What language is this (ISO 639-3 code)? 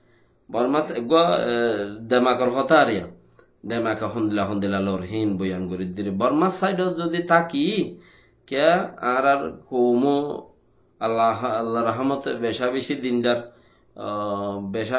rhg